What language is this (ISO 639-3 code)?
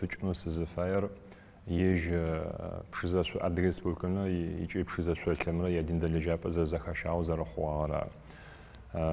ady